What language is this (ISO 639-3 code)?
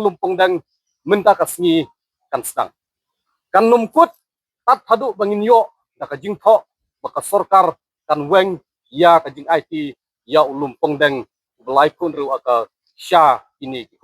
kha